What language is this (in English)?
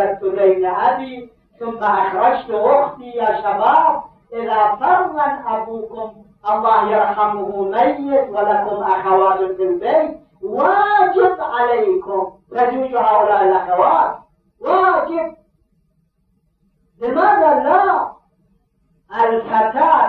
Arabic